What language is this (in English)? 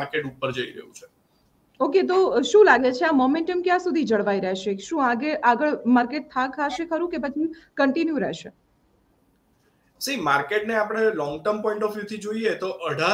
Gujarati